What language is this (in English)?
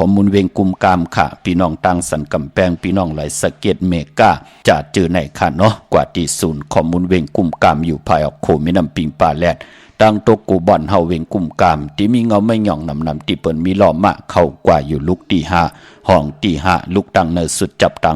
Shan